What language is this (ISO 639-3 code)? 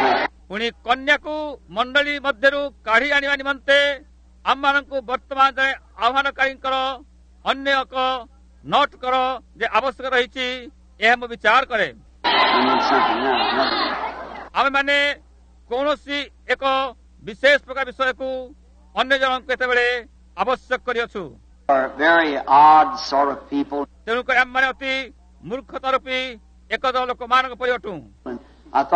ori